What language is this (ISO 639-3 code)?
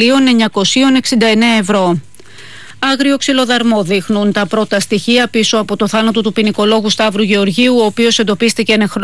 ell